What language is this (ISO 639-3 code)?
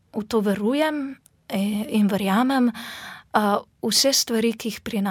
slv